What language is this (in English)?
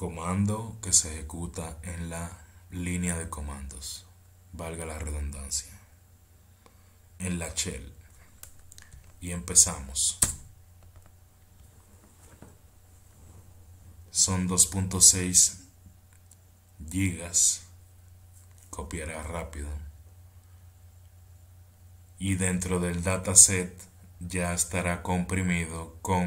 Spanish